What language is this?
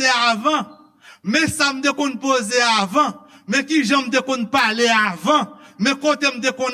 Haitian Creole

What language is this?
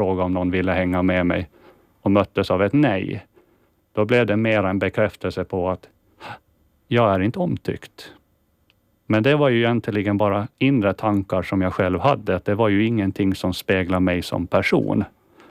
Swedish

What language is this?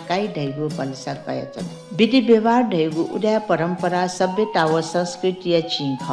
Newari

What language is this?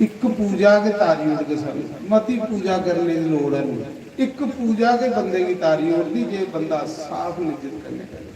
Dogri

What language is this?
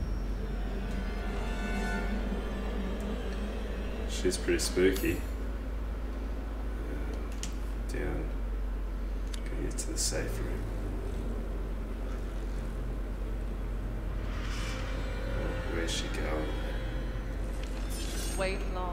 English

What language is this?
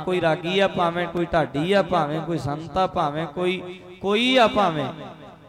Punjabi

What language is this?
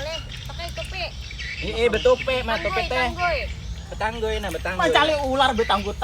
Banjar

